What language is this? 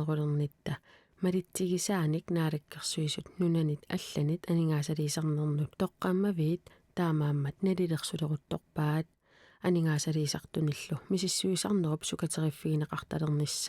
Kalaallisut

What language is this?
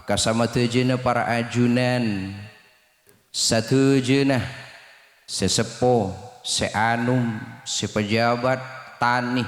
Madurese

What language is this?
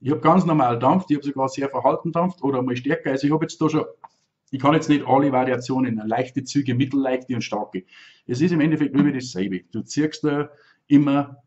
Bavarian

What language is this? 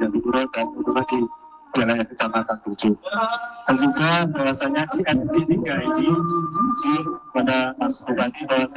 Indonesian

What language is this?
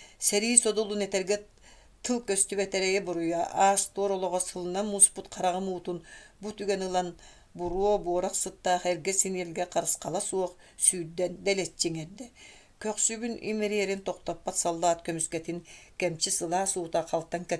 Yakut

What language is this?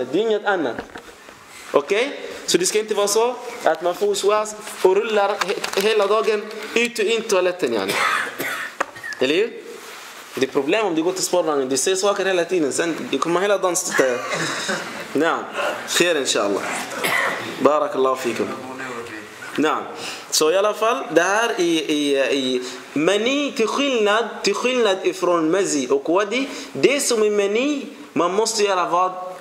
Swedish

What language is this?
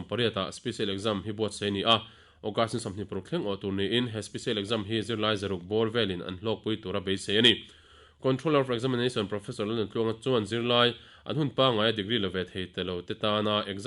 Mizo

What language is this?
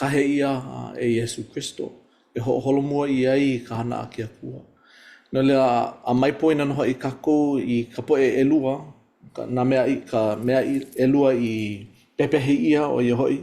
Hawaiian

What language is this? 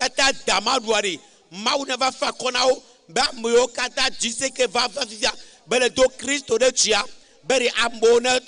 Ewe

